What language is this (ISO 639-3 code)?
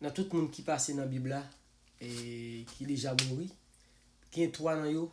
hat